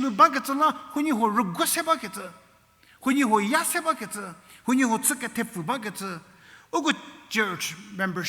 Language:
Angami Naga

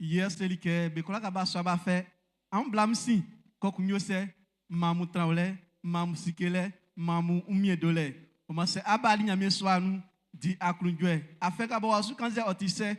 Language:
Baoulé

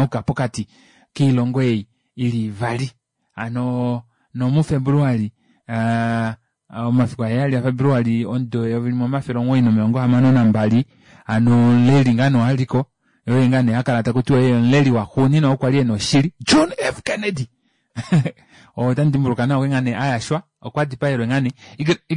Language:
Kuanyama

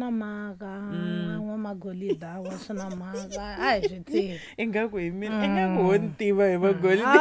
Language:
Tsonga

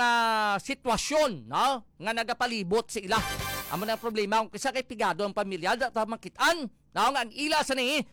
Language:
Hiligaynon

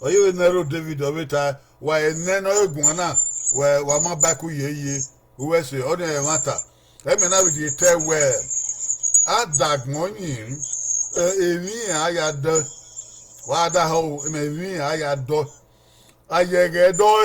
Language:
Bini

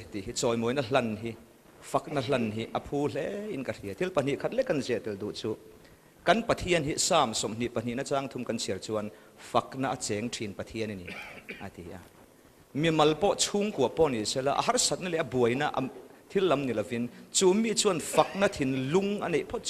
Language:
Mizo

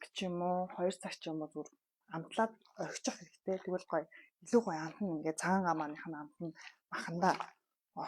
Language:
Mongolian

